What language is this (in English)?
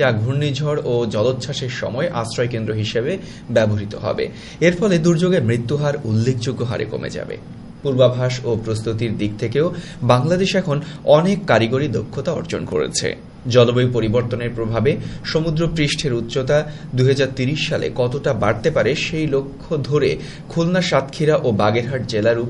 Bangla